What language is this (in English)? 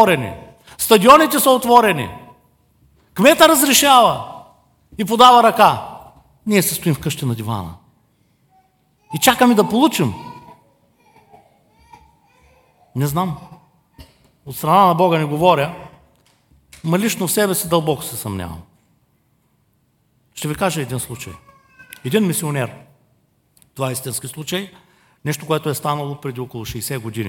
Bulgarian